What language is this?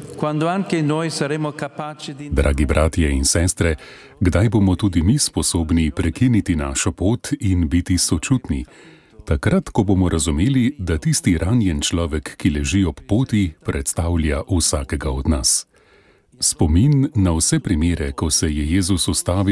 Slovenian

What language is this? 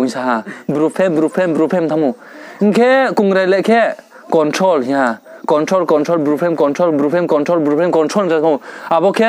Riang (India)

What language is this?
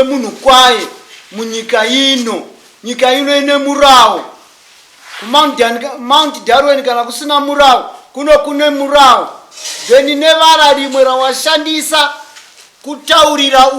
Shona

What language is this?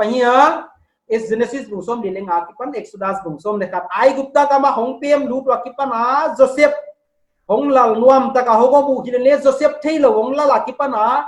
Paite Chin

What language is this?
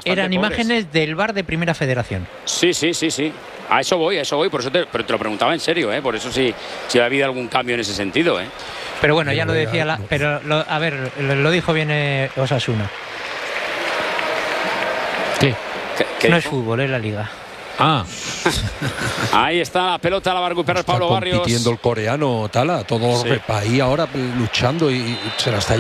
Spanish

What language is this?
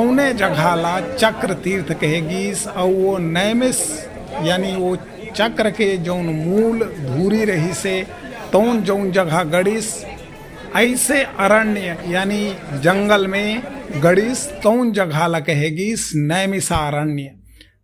Chhattisgarhi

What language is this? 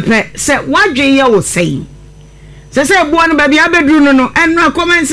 Akan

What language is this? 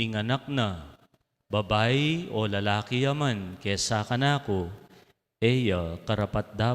Pampanga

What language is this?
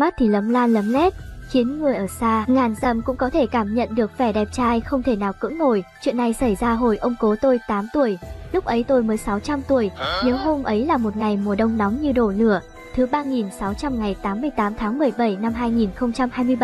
Vietnamese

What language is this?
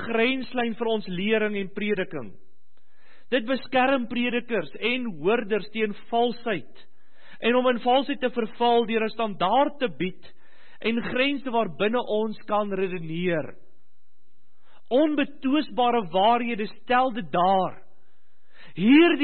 Afrikaans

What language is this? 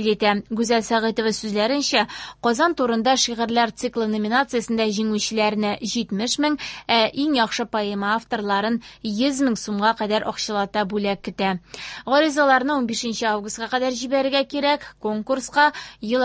Tatar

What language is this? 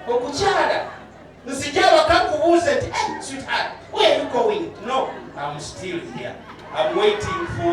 Ganda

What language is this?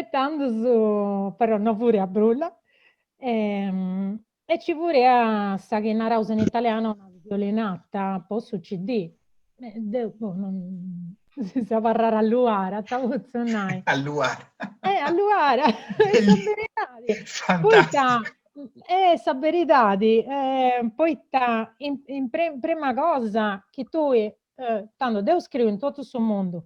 Sardinian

